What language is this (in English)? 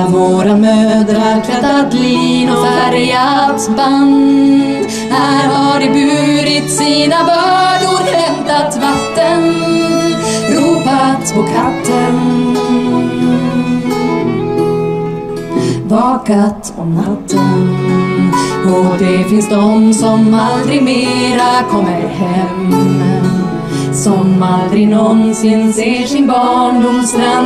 Swedish